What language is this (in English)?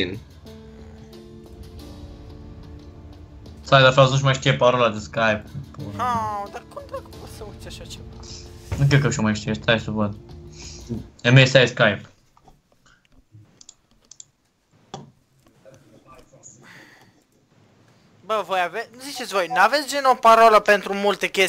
Romanian